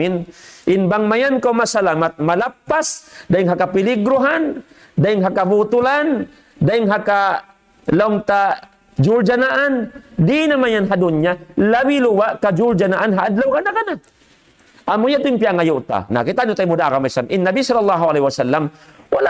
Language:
Tausug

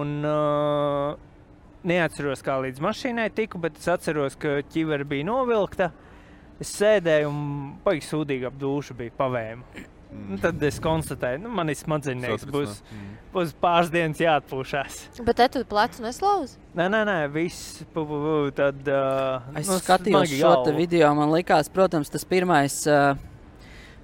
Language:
Latvian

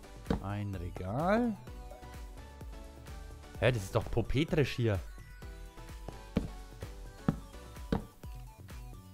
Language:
German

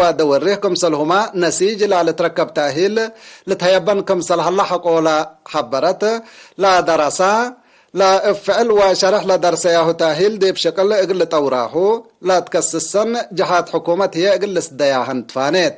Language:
Tigre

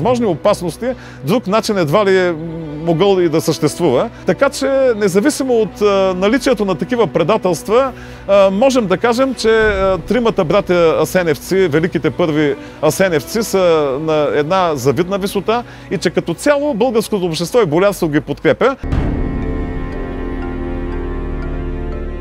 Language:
Bulgarian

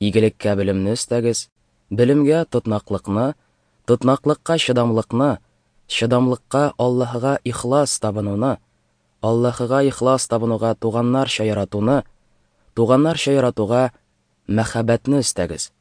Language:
Tatar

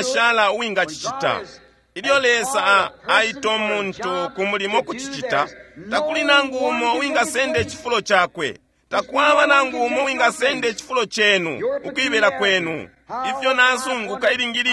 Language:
Bemba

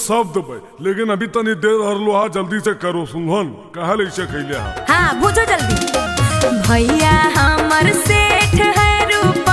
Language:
Magahi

